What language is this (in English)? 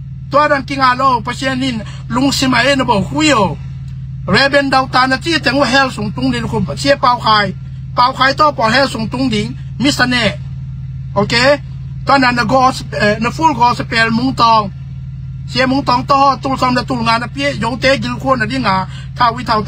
Tedim Chin